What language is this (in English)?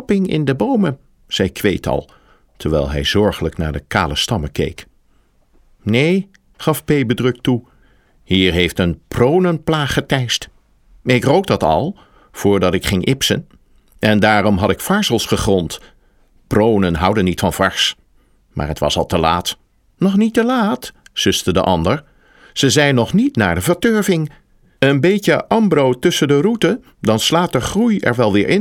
Dutch